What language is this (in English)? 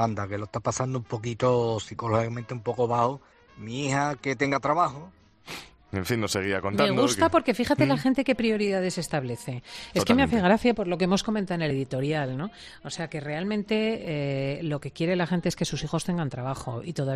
Spanish